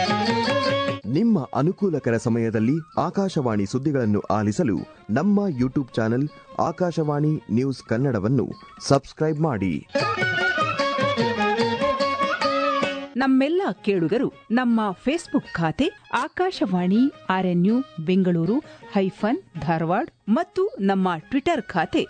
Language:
Kannada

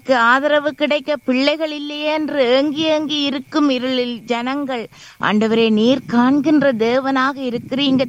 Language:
Tamil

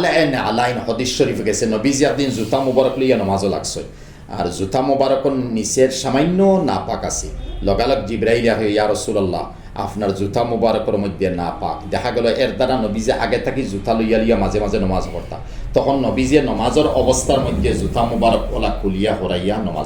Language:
Sylheti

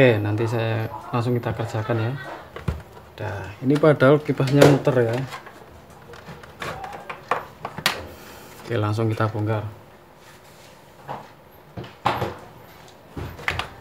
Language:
Indonesian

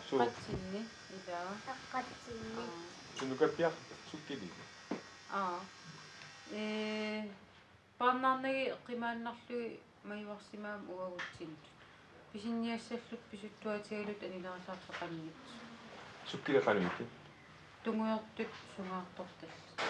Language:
Kalaallisut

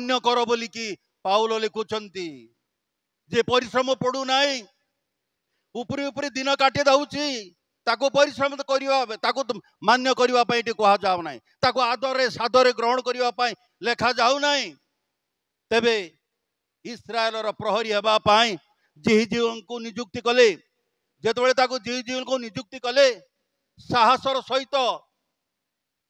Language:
Odia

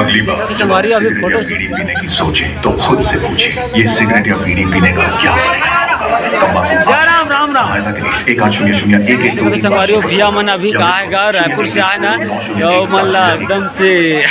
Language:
Chhattisgarhi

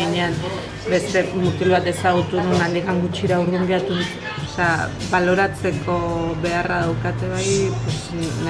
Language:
Basque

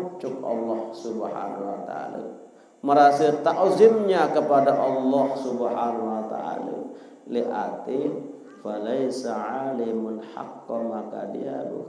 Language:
Sasak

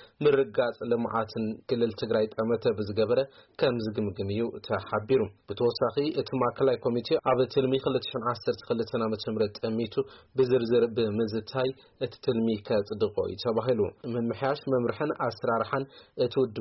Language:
Tigrinya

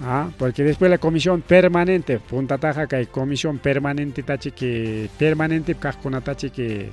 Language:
Ayacucho Quechua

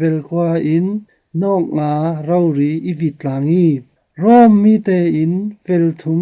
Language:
Falam Chin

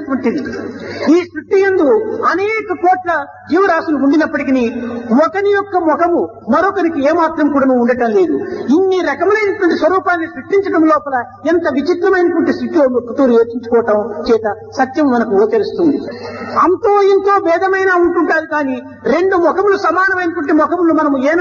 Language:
Telugu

